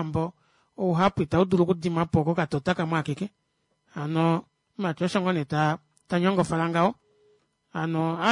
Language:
Kuanyama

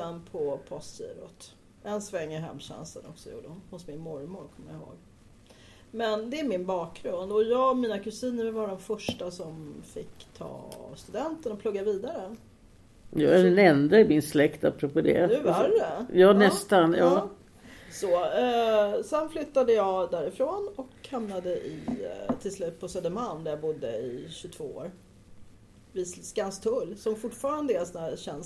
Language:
Swedish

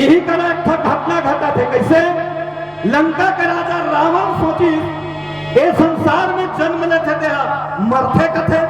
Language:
Chhattisgarhi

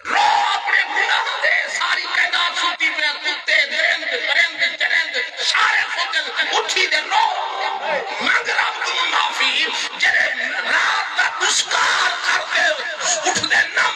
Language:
Saraiki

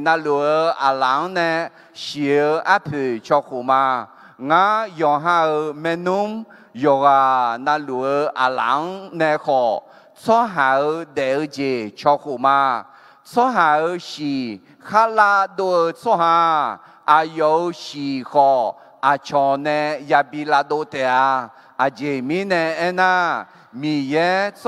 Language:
Akha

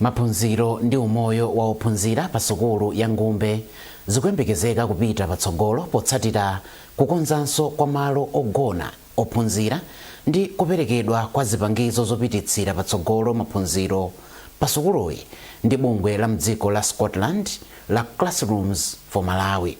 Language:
Nyanja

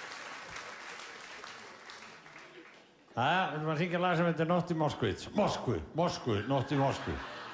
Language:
Icelandic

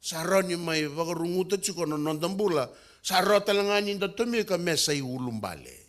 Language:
Fijian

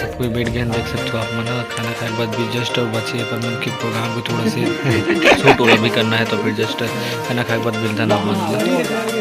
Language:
Chhattisgarhi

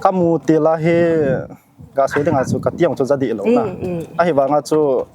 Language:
Hmar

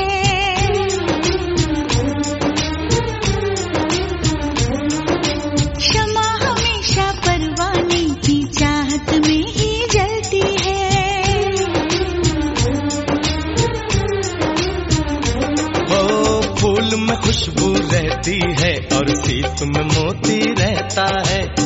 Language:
Hindi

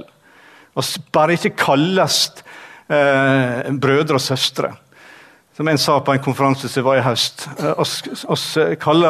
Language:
Norwegian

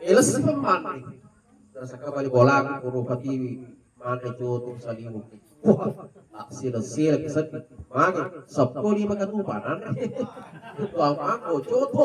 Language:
Buginese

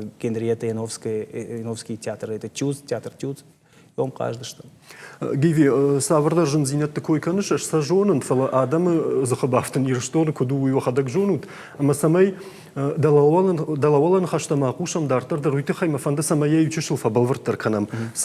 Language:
Ossetic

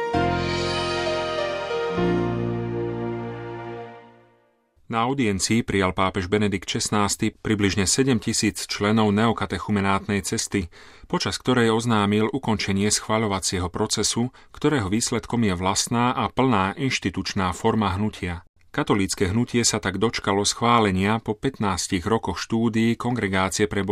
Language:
Slovak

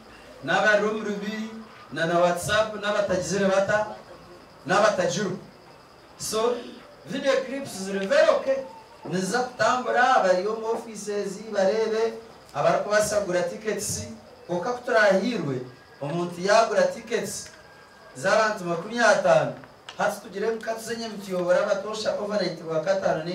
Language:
Nyankole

